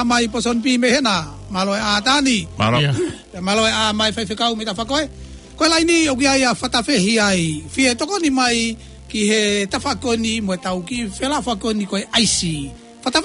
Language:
Tongan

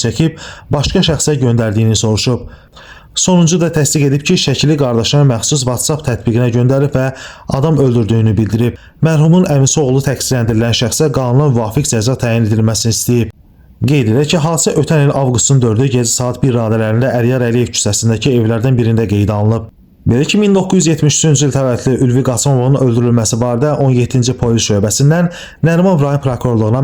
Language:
Azerbaijani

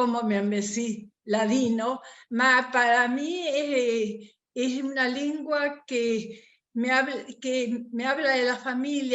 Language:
Ladino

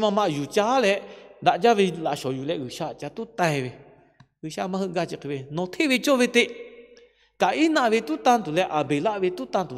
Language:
Lahu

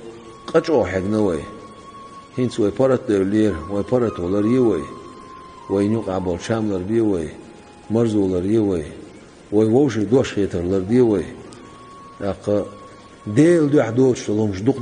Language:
Chechen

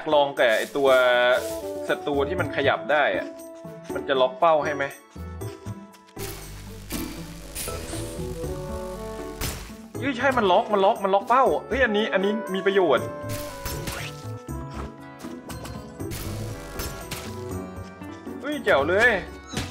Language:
Thai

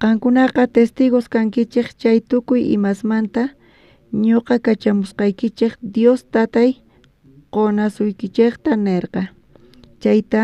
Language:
South Bolivian Quechua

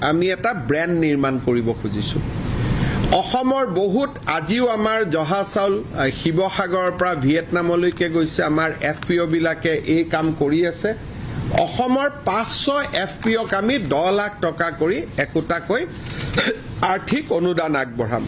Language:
Assamese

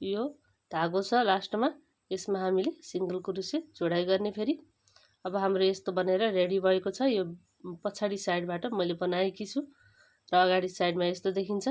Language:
Nepali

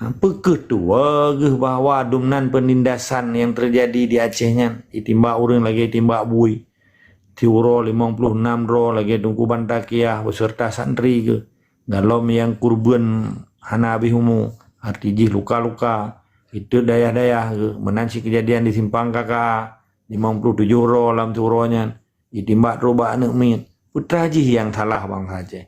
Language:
Achinese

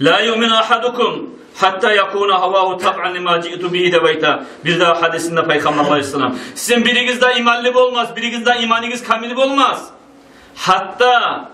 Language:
Kumyk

